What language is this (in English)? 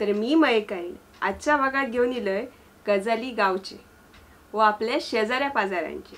Konkani